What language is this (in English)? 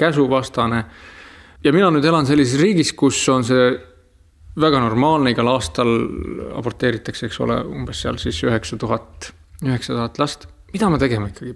Estonian